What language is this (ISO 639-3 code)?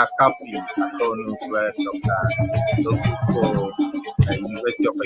ewe